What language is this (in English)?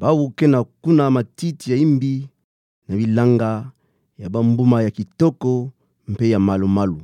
Kituba (Democratic Republic of Congo)